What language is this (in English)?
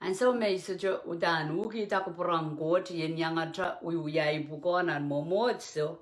Pohnpeian